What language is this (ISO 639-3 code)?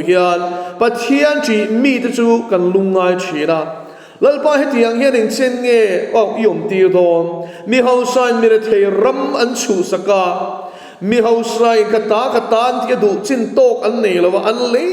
lus